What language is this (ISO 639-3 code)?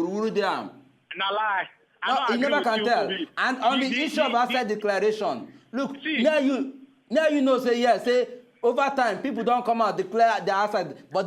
pcm